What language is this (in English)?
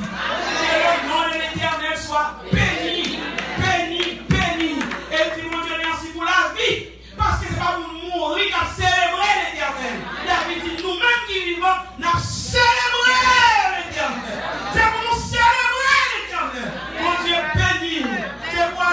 Haitian Creole